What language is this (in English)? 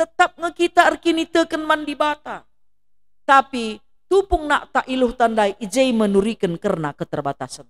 Batak Karo